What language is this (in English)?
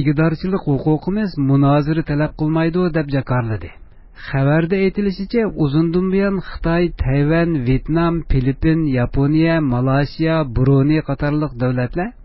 Uyghur